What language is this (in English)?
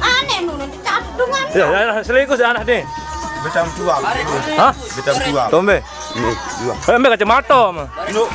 Sasak